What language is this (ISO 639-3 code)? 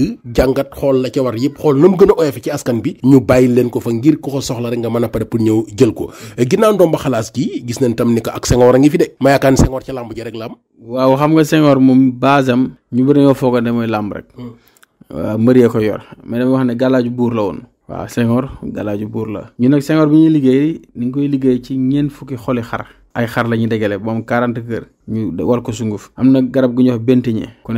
wol